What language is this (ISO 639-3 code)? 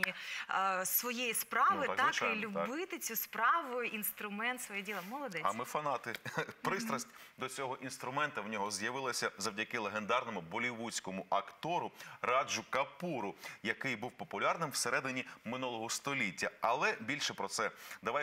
ukr